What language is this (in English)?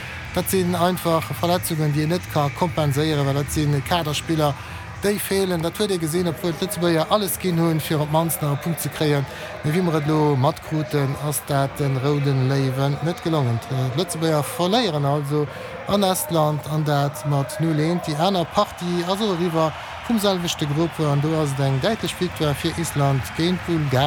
Luxembourgish